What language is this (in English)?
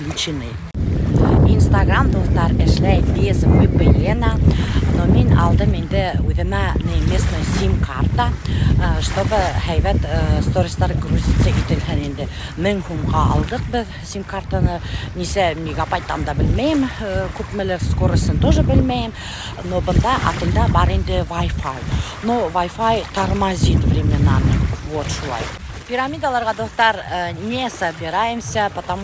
Bashkir